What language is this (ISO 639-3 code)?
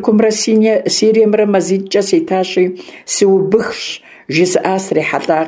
kbd